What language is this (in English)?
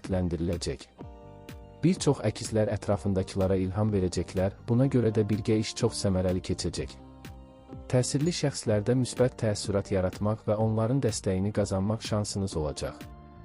Azerbaijani